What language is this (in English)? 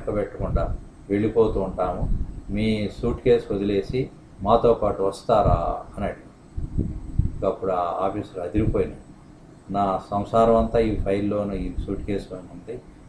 Telugu